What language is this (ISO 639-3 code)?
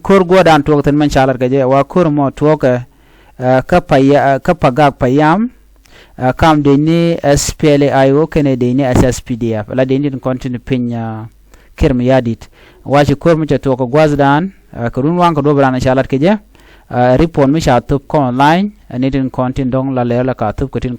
nus